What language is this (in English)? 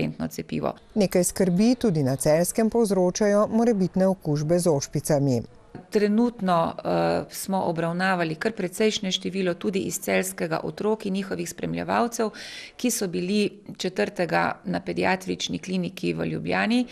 Slovenian